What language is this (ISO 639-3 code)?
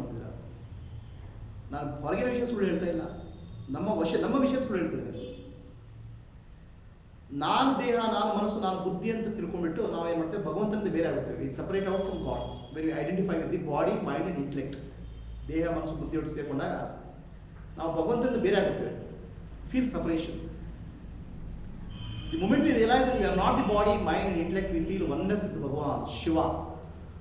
kan